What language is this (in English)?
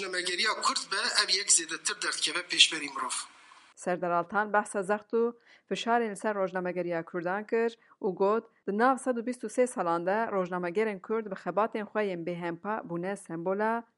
Kurdish